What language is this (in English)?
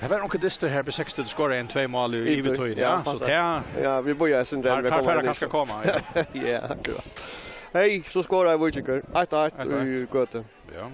Faroese